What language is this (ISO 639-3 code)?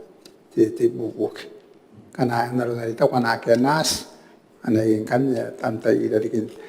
gil